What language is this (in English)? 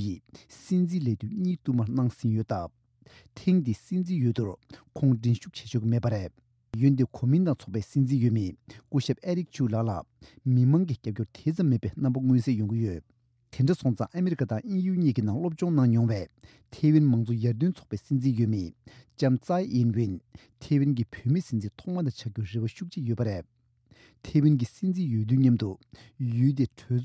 Tibetan